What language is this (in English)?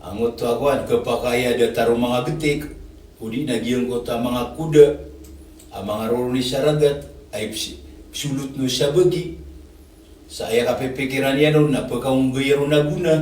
Maranao